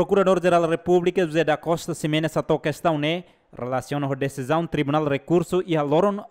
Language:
Tetum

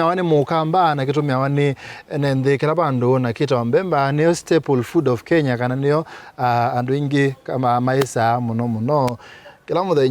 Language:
Kamba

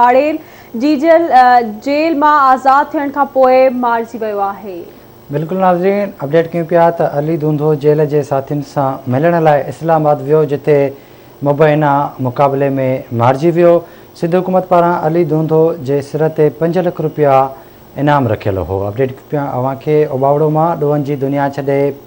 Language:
Sindhi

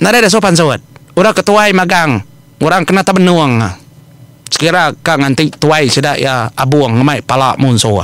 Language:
Iban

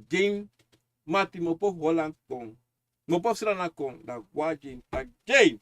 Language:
Sranan Tongo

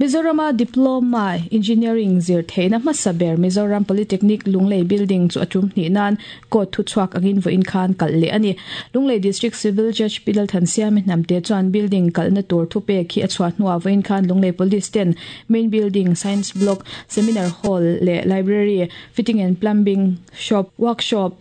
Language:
Mizo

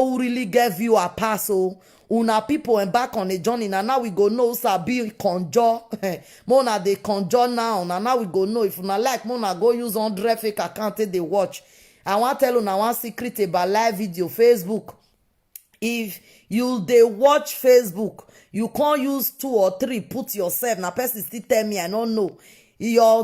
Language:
Nigerian Pidgin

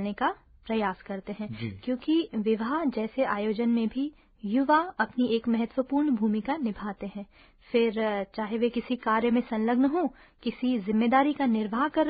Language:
Hindi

